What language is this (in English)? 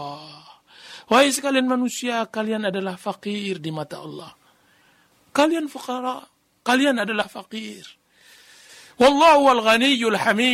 Indonesian